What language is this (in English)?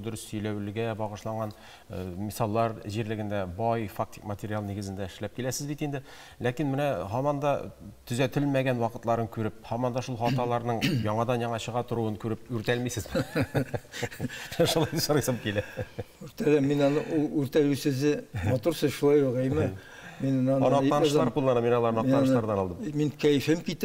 Tatar